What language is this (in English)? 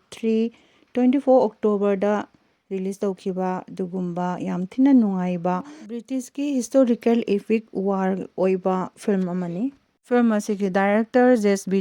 Manipuri